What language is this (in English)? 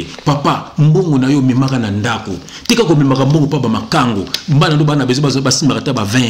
Lingala